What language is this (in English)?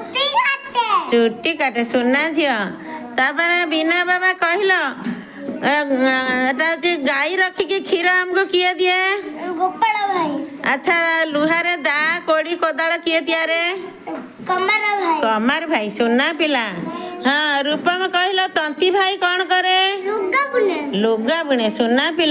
Odia